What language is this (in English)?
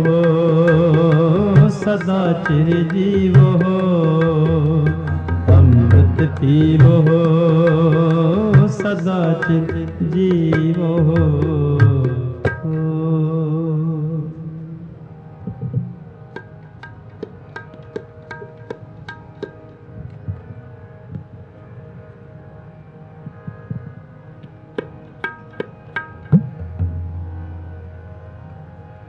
Punjabi